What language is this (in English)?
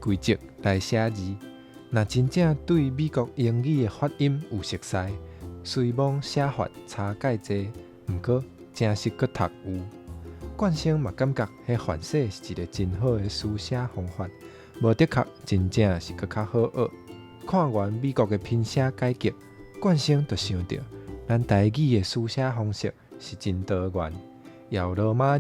Min Nan Chinese